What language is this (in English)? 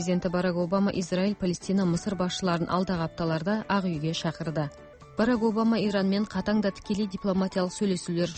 Kazakh